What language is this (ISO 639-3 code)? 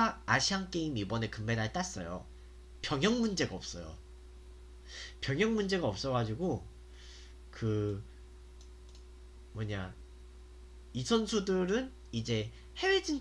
kor